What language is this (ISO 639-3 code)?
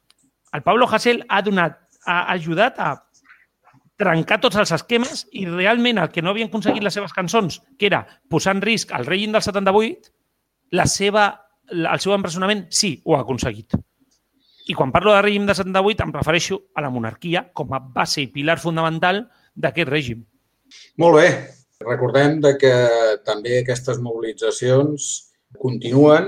cat